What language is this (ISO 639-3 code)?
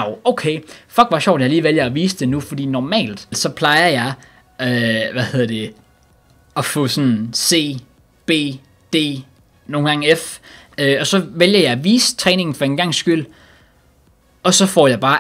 dan